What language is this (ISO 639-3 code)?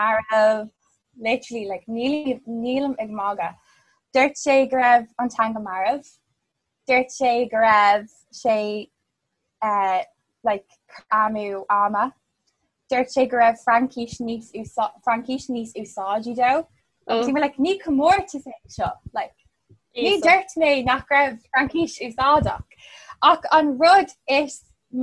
gle